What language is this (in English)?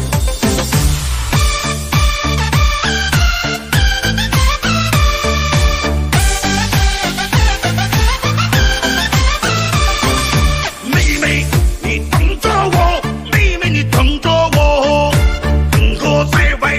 Chinese